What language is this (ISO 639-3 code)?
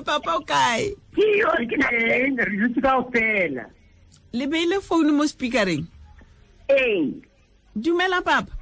tsn